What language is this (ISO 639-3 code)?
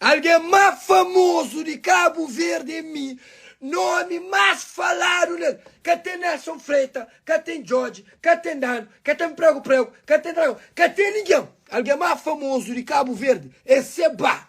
kea